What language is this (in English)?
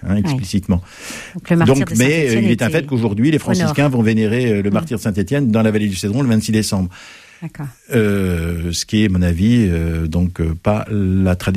French